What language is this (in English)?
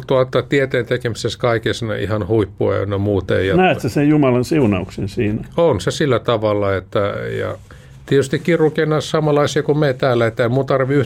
Finnish